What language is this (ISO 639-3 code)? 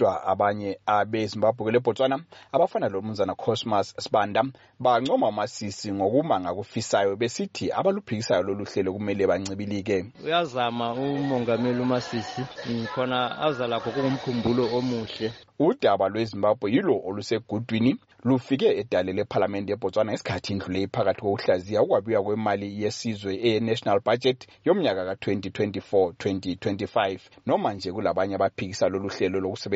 nde